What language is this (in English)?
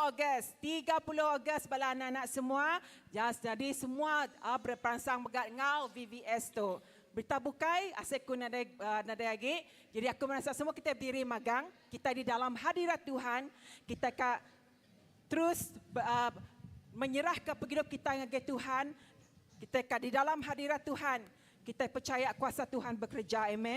Iban